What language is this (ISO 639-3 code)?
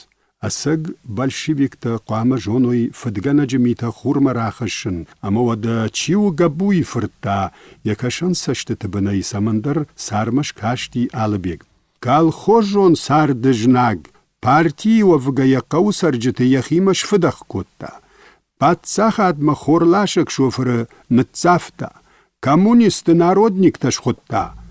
oss